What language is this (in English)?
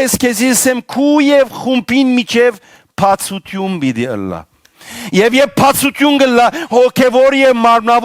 Western Armenian